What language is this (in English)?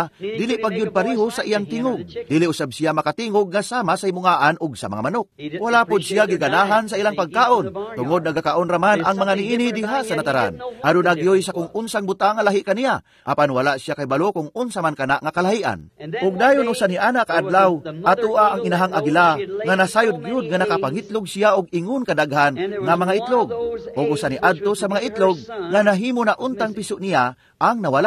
Cebuano